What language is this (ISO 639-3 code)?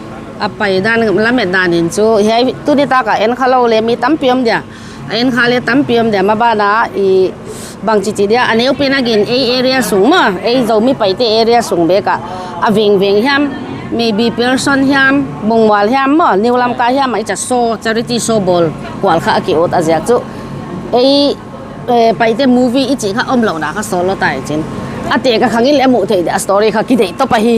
pck